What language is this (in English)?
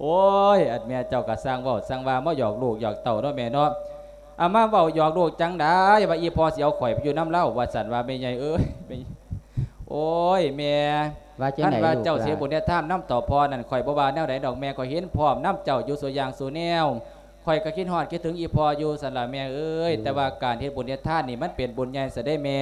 Lao